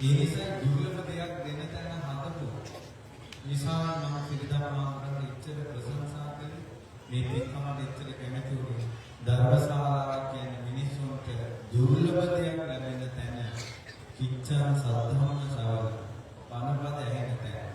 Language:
Sinhala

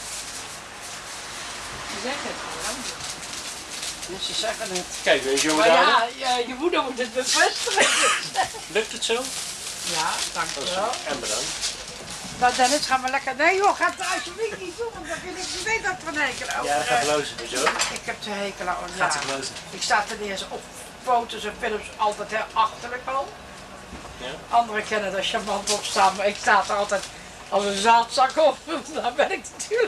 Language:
Dutch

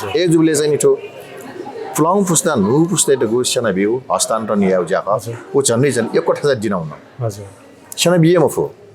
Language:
Newari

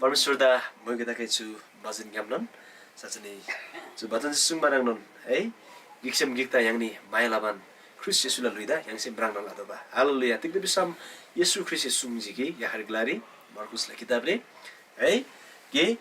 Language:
Eastern Tamang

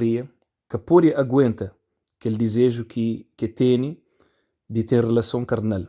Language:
Kabuverdianu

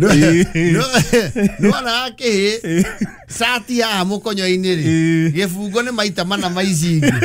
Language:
Kikuyu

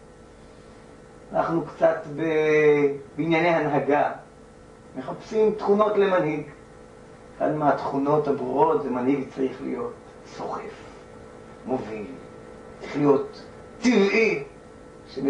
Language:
Hebrew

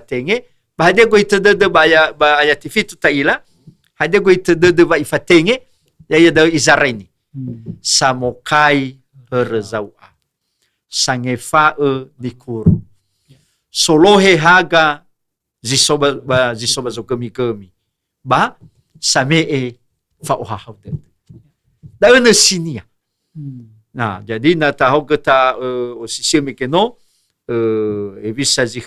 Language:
Nias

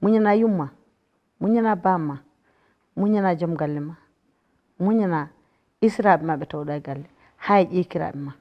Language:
Fula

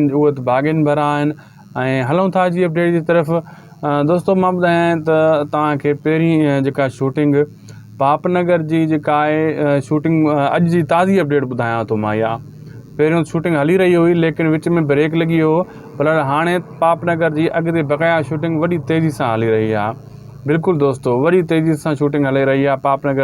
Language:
Sindhi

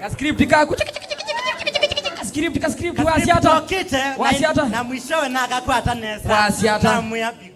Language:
Kamba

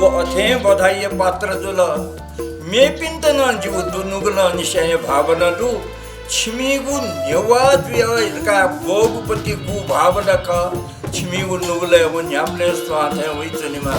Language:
Newari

